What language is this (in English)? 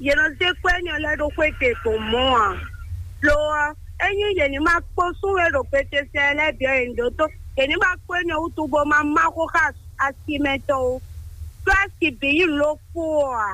Fon